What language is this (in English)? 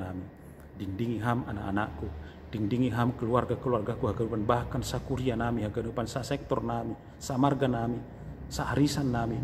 Batak Simalungun